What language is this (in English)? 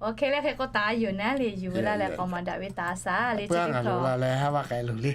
Lahu